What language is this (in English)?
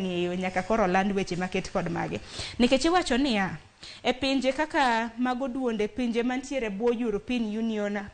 Luo (Kenya and Tanzania)